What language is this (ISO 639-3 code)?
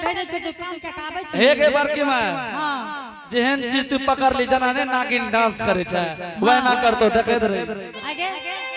anp